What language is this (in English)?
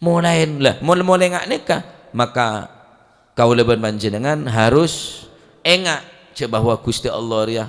Madurese